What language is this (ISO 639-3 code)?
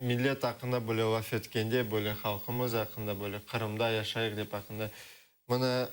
crh